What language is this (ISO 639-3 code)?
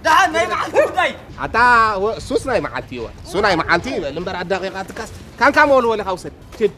tir